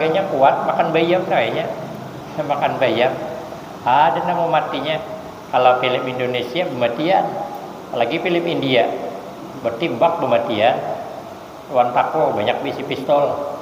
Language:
Banjar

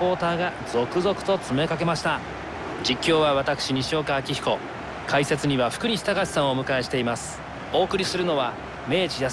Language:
Japanese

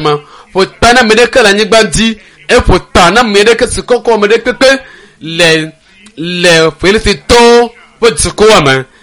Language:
Ewe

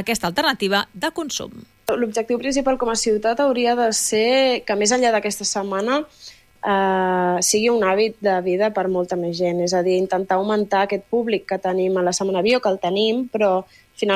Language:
Catalan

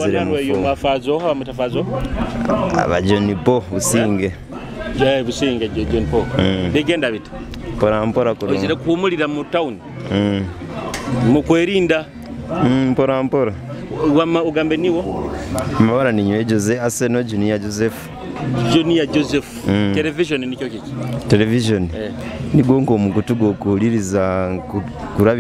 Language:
Nyoro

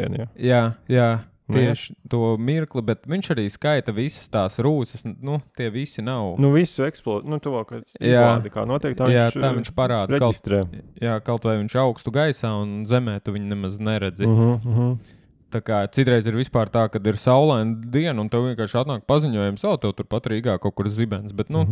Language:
Latvian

